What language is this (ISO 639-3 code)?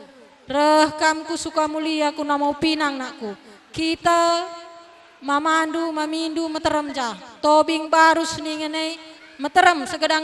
btx